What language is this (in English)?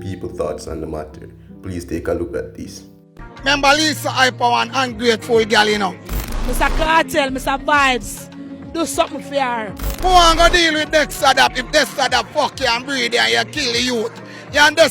Jamaican Creole English